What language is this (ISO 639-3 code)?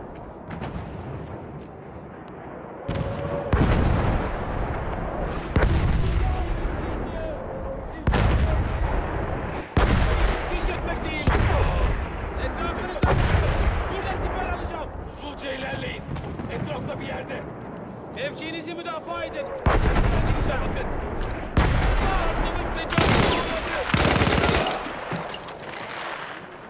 tur